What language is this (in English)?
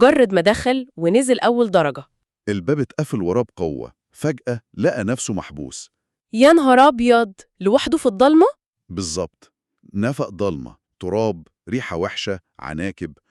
Egyptian Arabic